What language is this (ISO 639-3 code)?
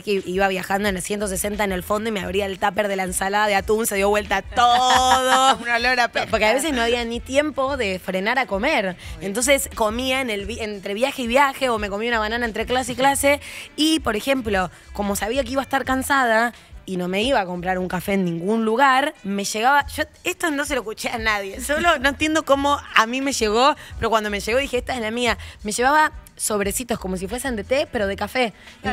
spa